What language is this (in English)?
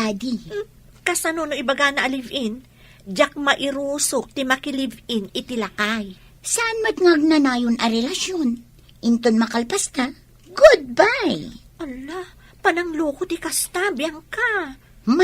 Iloko